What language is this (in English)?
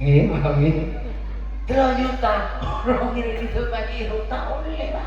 Madurese